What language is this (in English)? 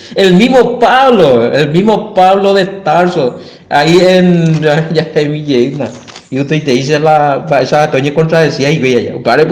Guarani